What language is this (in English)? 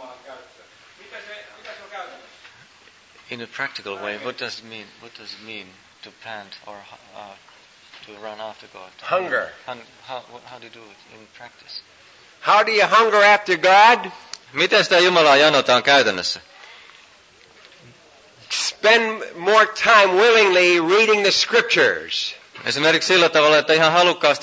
Finnish